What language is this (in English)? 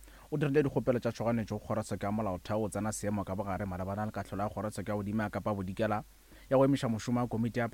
Northern Sotho